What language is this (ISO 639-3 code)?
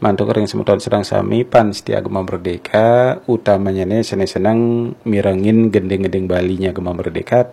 ban